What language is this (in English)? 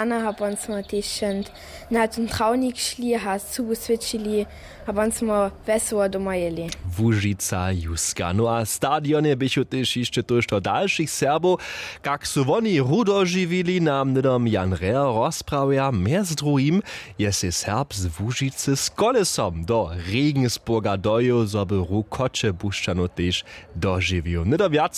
Upper Sorbian